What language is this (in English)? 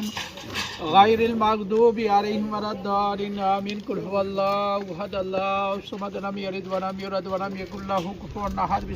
Pahari-Potwari